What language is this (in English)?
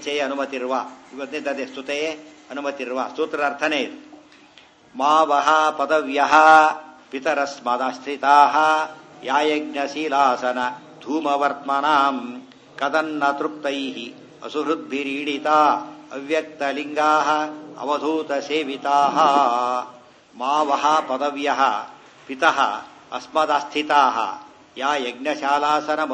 Kannada